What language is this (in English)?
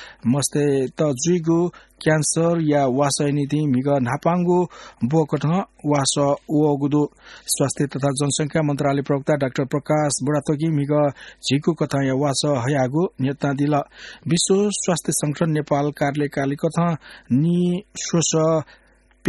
Newari